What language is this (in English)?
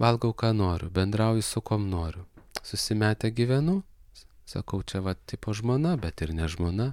Lithuanian